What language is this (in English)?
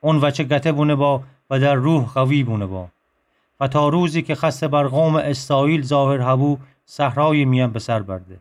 Gilaki